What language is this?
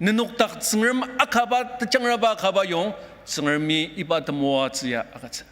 Ao Naga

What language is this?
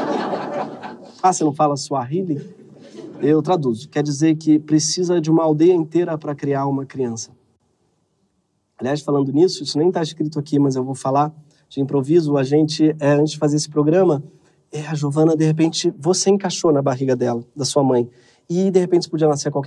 Portuguese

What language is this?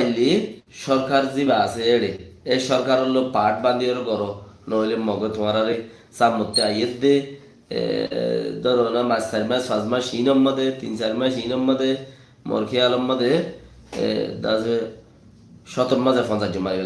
Rohingya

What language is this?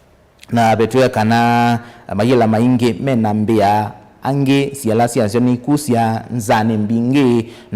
Kamba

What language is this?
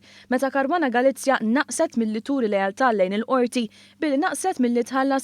Maltese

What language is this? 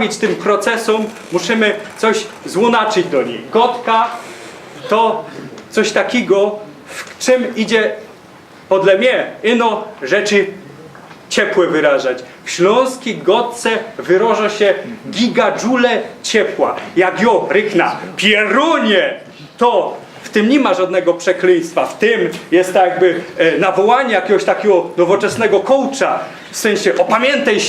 Silesian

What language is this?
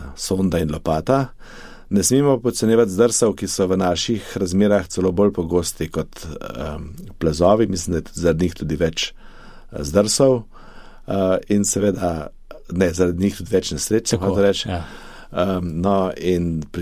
Slovenian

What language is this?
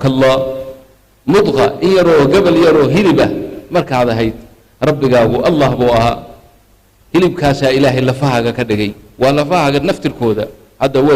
Somali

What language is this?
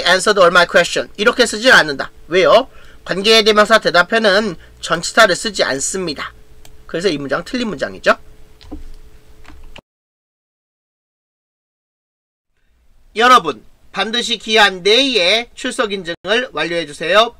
Korean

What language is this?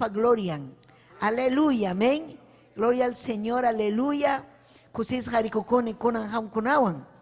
Ayacucho Quechua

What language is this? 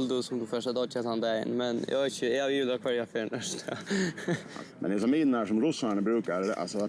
Faroese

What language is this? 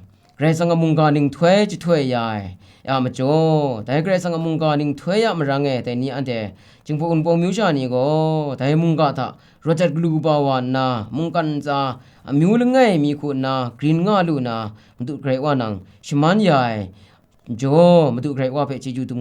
Kachin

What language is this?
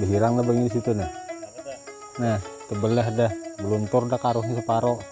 Banjar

